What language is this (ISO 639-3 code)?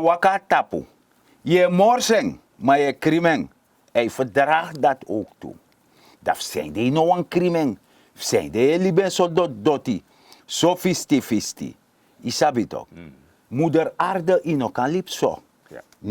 srn